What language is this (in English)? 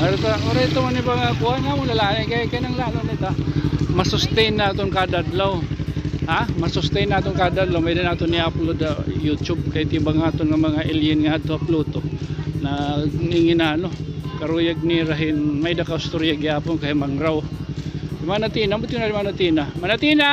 Waray